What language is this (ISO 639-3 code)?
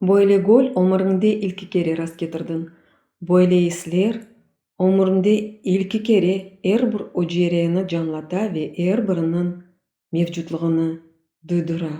crh